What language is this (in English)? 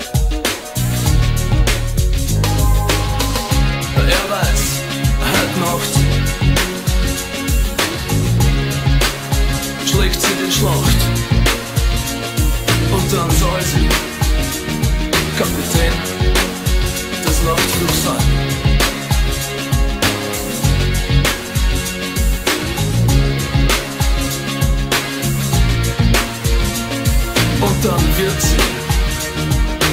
German